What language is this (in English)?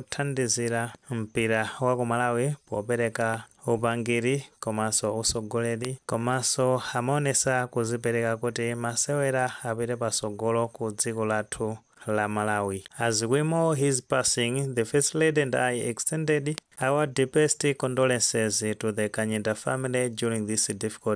Nyanja